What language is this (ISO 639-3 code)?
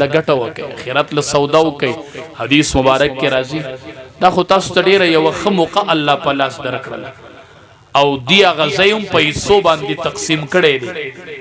pus